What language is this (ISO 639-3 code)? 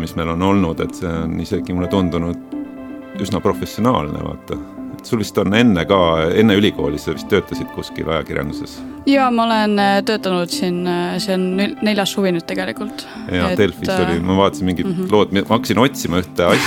est